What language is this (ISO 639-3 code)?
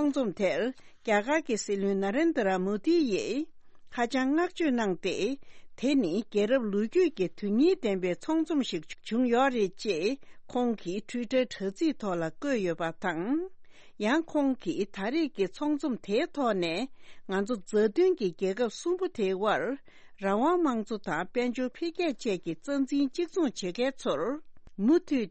bod